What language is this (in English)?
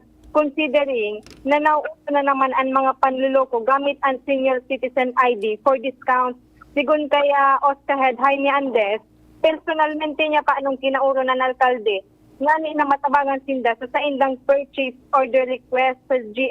Bikol